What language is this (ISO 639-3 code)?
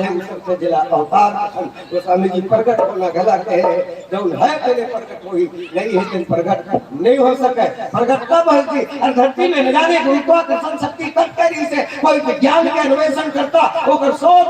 hne